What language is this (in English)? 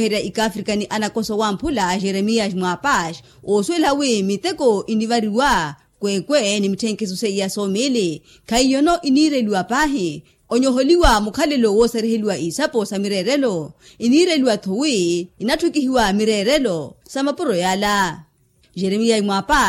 Makhuwa